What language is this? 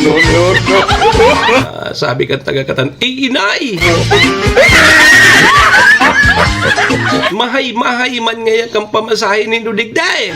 Bikol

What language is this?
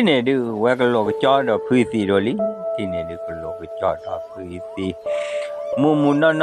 S'gaw Karen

